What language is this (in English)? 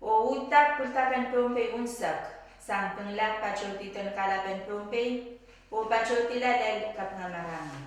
Pohnpeian